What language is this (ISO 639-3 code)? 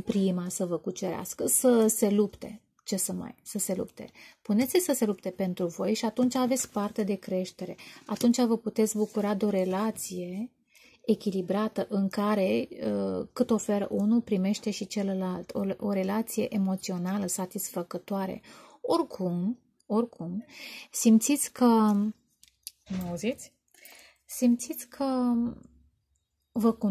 ron